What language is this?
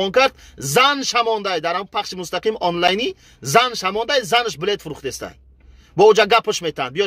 Tajik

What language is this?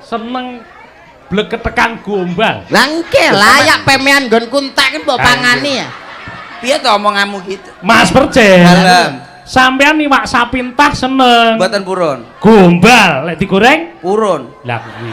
Javanese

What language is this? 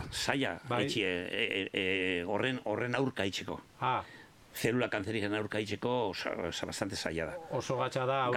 Basque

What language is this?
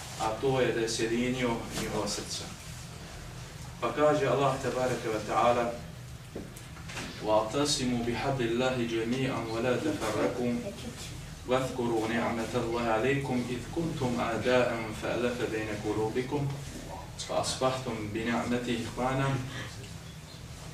Bosnian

